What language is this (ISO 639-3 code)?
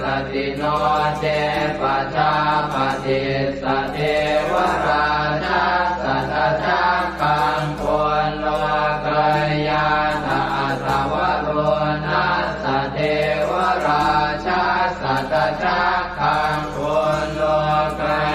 pli